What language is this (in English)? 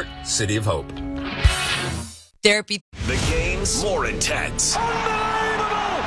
English